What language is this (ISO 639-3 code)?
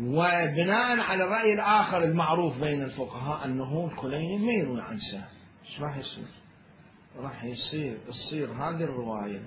acm